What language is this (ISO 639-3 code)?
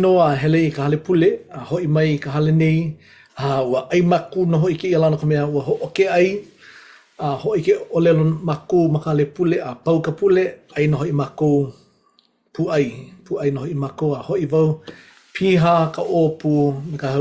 haw